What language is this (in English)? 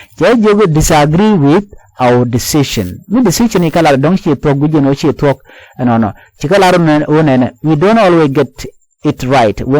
Nuer